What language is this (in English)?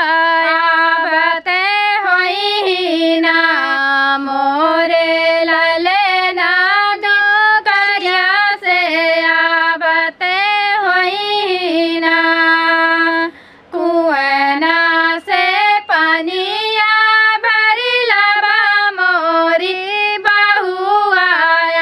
Bhojpuri